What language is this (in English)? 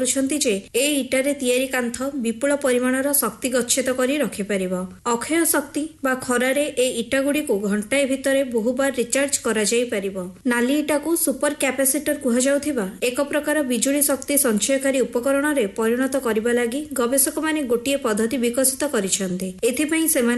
Odia